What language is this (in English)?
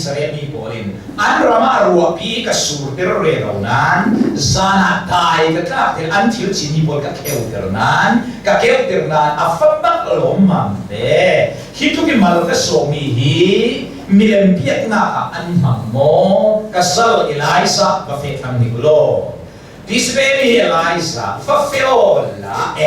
Hakha Chin